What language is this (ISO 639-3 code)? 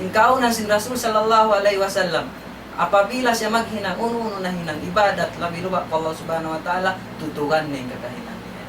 tsg